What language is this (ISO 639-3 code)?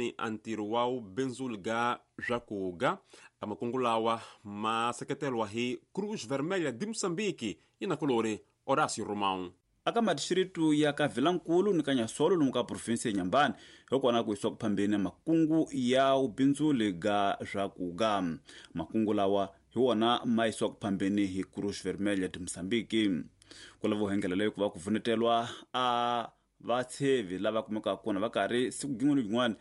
tso